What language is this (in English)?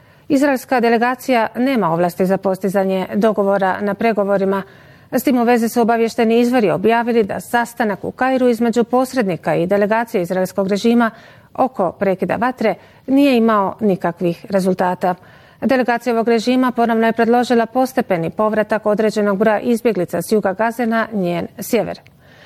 Bosnian